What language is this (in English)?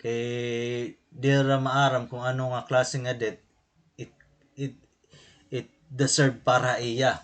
Waray